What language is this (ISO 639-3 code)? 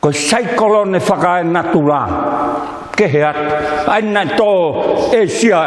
ton